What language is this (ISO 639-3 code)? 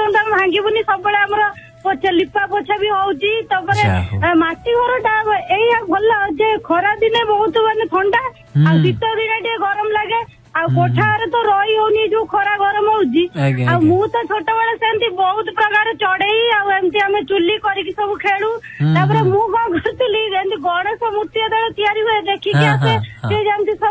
ori